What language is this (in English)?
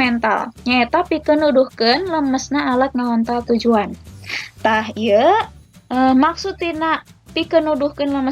Sundanese